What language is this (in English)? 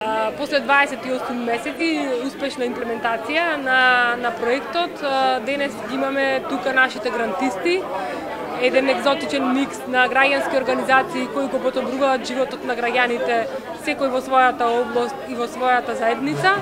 Macedonian